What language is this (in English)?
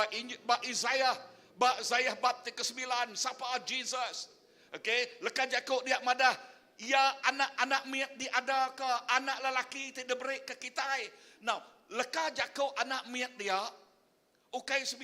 Iban